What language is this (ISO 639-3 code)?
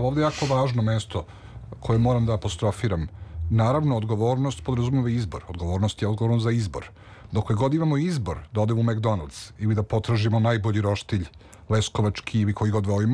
srp